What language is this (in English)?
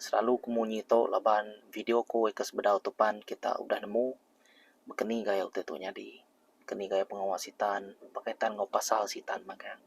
Iban